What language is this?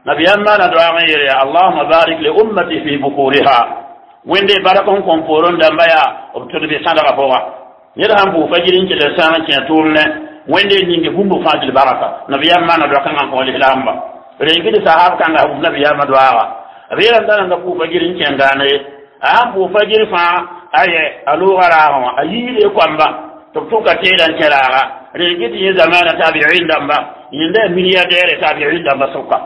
Mossi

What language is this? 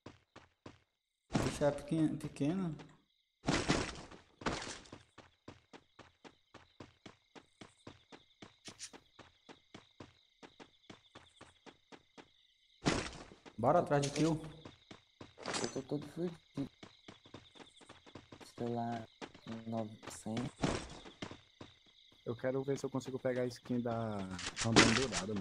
Portuguese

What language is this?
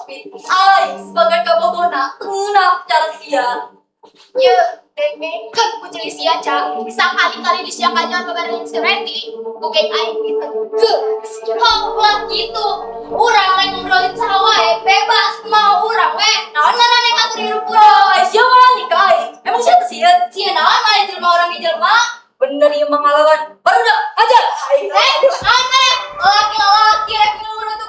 Sundanese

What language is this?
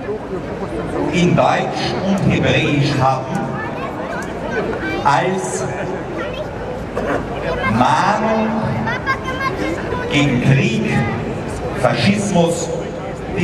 German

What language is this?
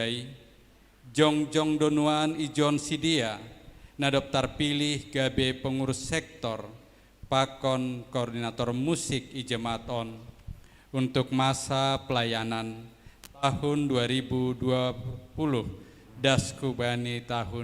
Batak Simalungun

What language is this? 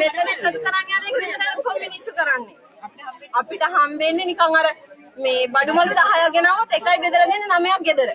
Sinhala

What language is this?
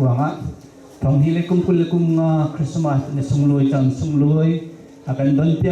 Hakha Chin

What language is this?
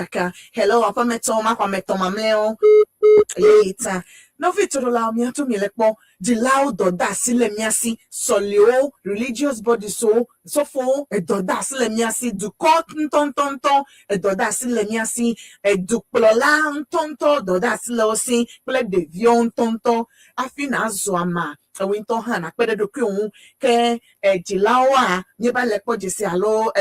Ewe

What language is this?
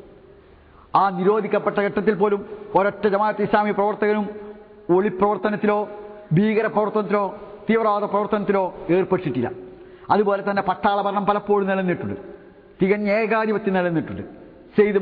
Malayalam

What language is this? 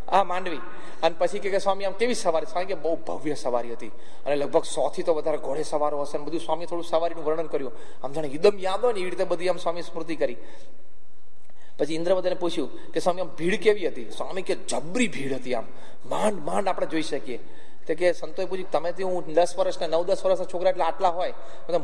Gujarati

